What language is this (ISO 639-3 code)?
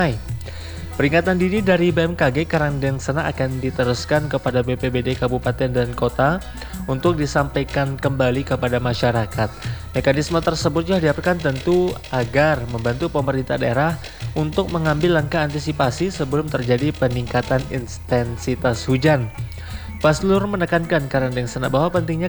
ind